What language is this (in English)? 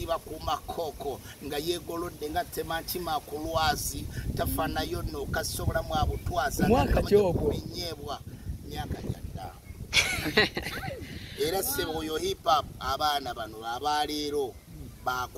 Ganda